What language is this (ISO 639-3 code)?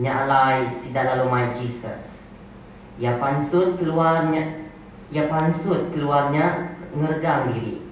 iba